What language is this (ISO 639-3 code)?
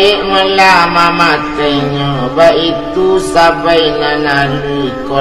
min